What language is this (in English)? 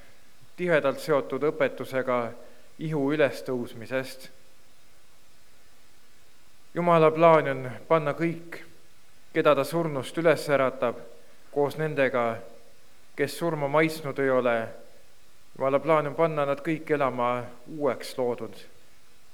Estonian